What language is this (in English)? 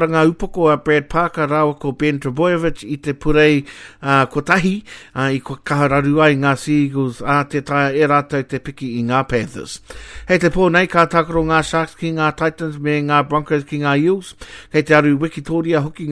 Māori